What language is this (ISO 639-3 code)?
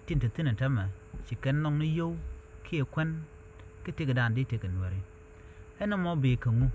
nus